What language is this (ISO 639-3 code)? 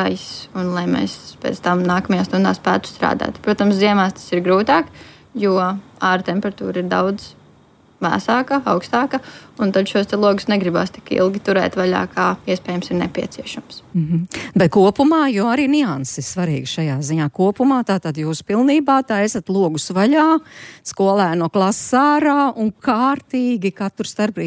lav